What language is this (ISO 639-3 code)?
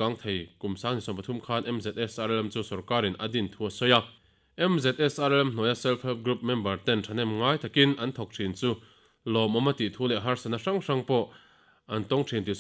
lus